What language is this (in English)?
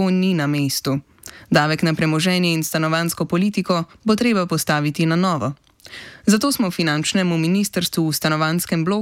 Slovenian